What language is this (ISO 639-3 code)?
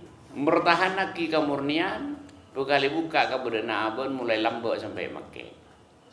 mad